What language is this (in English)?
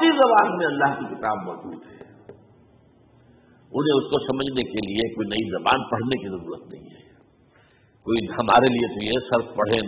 Urdu